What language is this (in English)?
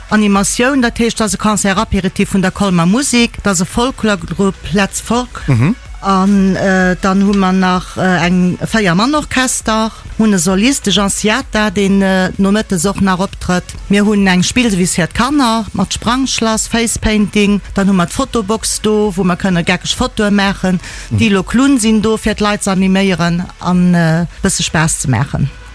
Luxembourgish